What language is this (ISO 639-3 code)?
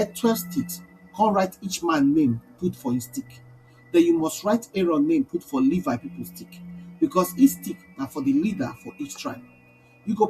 pcm